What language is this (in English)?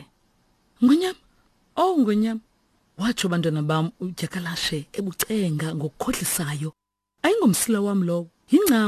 Xhosa